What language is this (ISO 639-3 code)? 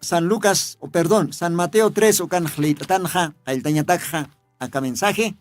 aym